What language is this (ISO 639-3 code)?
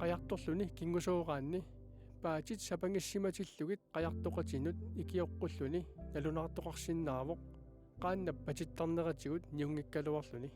kal